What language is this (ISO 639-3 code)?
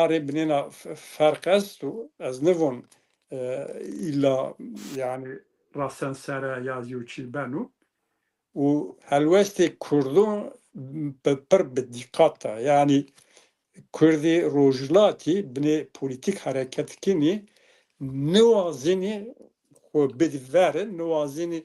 zza